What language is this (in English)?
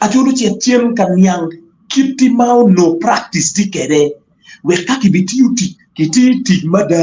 Acoli